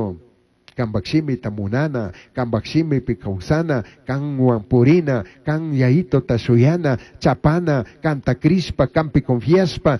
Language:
Chimborazo Highland Quichua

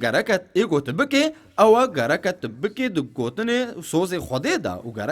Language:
Kurdish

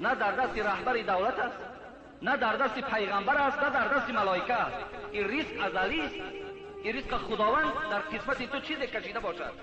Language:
Tajik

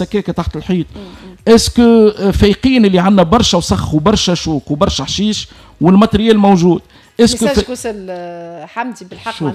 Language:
Tunisian Arabic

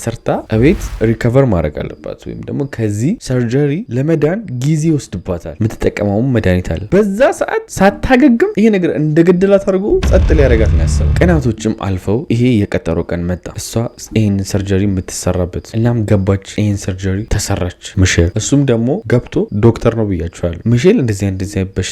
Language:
Amharic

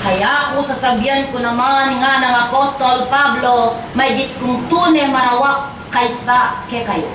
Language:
Pampanga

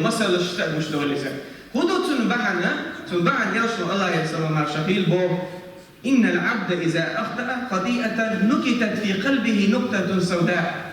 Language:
Chechen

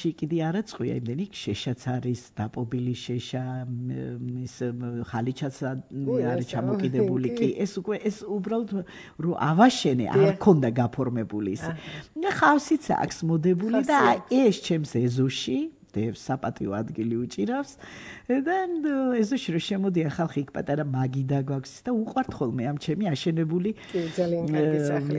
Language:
Georgian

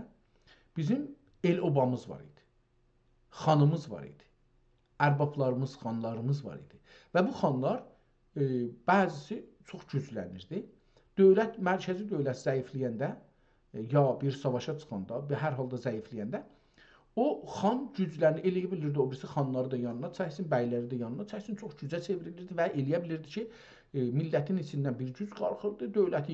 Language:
South Azerbaijani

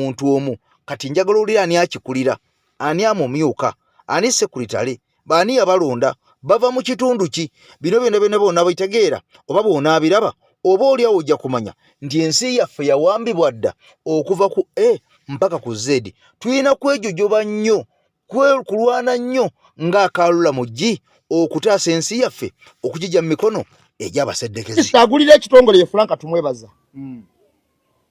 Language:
Ganda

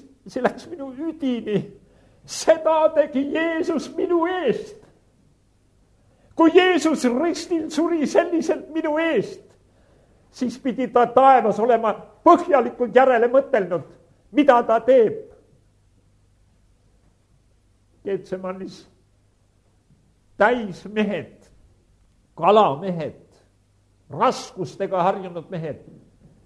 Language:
Estonian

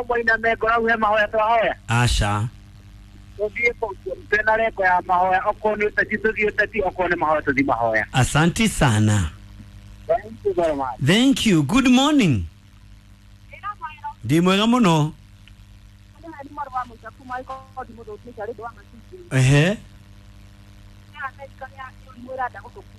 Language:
Kikuyu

